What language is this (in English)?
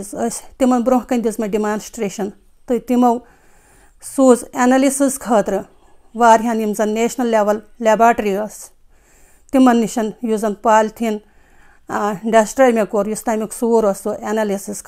Kashmiri